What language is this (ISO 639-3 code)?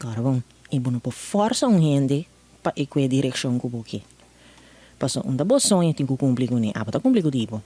pap